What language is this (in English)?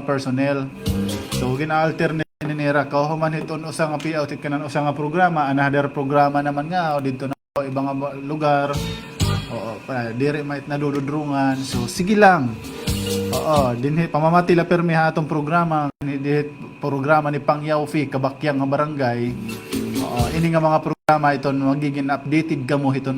Waray